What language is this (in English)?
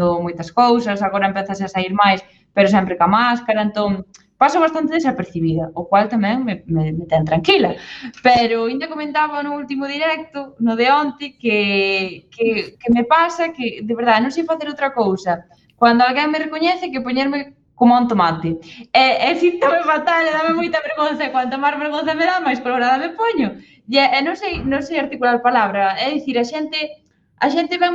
Galician